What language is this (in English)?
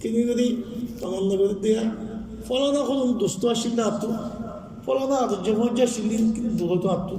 Rohingya